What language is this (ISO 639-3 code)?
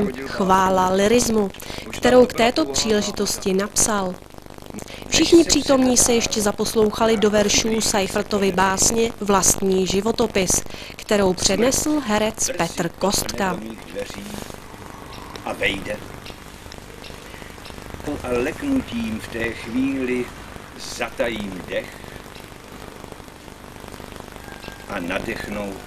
ces